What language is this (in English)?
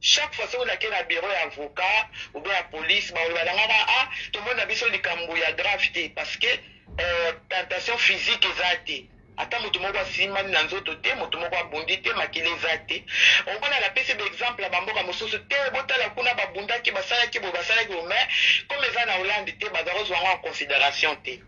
Lingala